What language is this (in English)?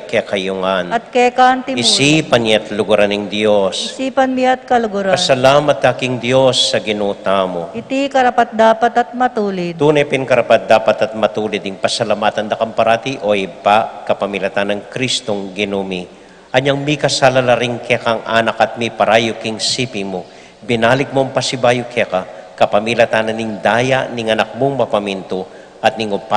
Pampanga